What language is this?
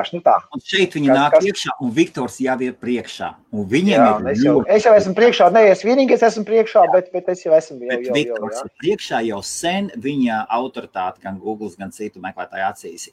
Latvian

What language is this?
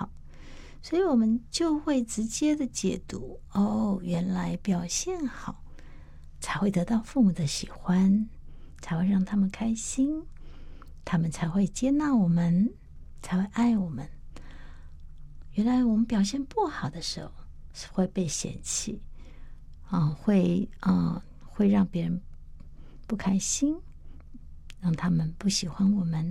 Chinese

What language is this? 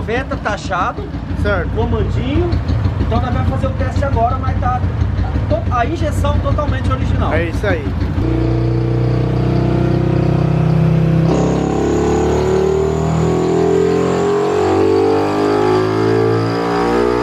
Portuguese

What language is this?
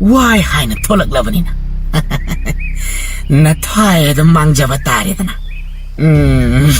Manipuri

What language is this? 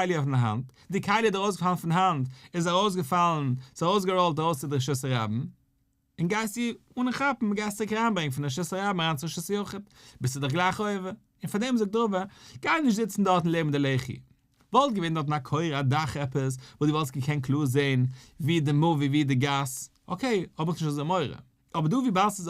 Yiddish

